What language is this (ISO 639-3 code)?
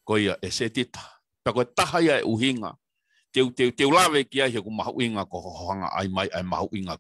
ton